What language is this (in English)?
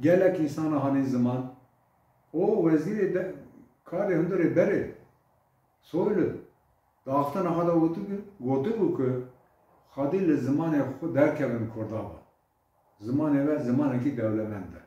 Kurdish